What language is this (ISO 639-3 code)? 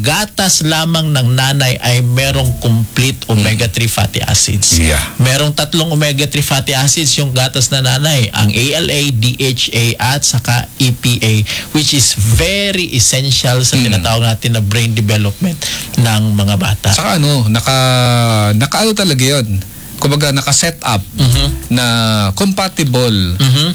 fil